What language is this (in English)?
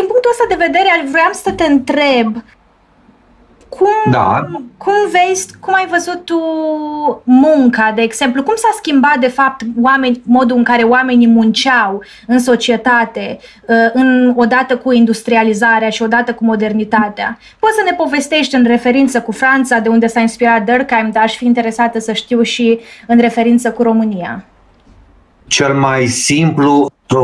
Romanian